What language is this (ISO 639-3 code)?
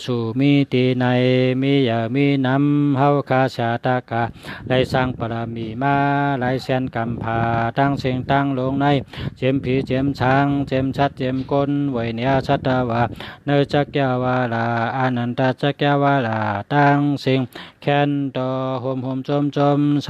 shn